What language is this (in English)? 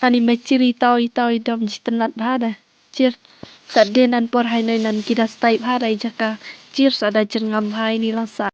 Khasi